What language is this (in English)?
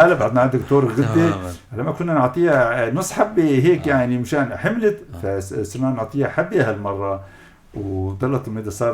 North Levantine Arabic